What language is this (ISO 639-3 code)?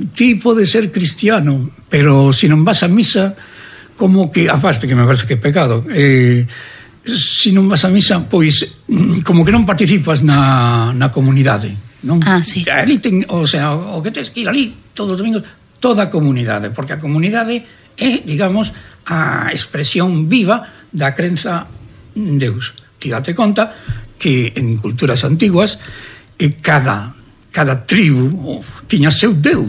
glg